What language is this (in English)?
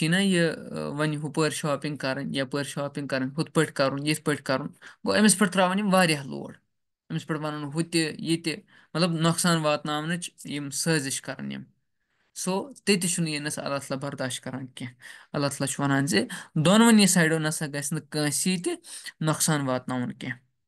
Kashmiri